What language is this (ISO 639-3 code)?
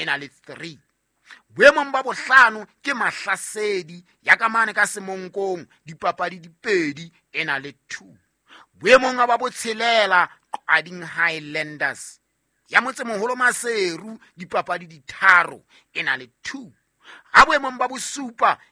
sot